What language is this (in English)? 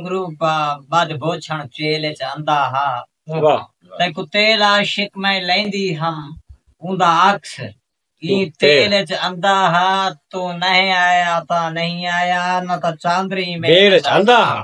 Saraiki